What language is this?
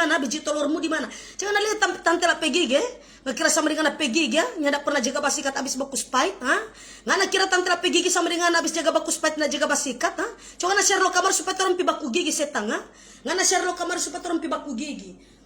Manado Malay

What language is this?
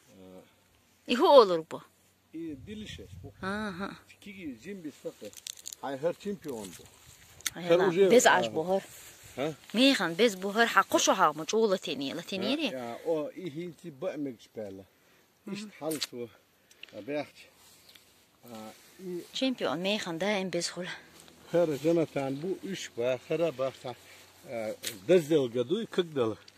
Chechen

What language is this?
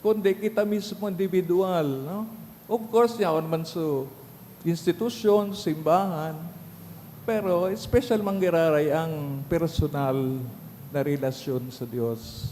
Bikol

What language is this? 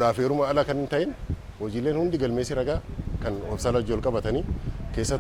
Oromo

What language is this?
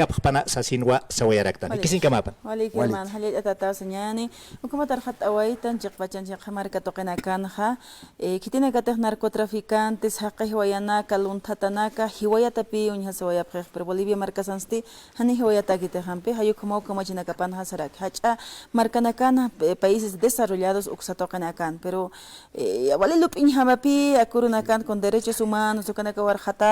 Aymara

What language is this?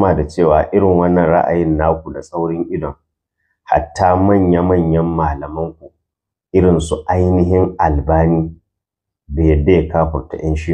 Hausa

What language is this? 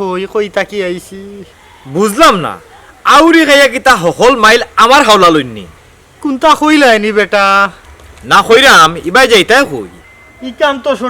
Sylheti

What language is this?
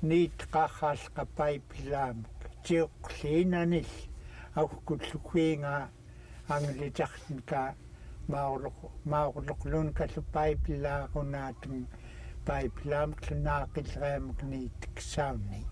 Central Yupik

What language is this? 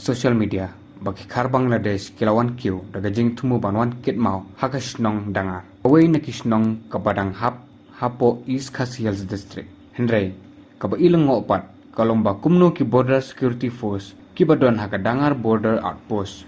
Khasi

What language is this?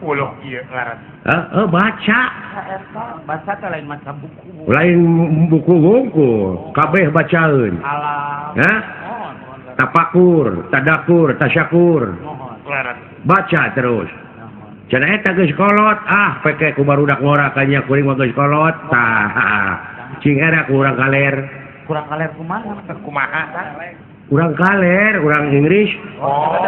Sundanese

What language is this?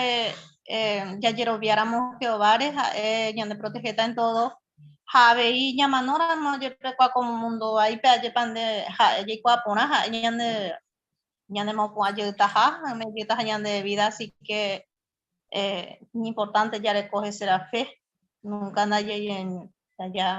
Guarani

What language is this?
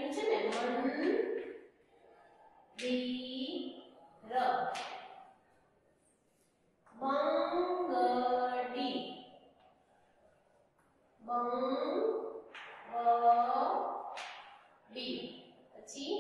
Gujarati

